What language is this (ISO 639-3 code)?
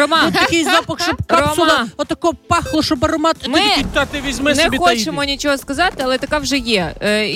ukr